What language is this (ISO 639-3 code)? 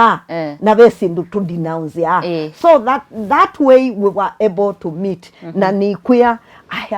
kam